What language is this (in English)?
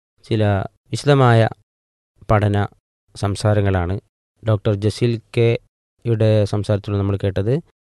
Malayalam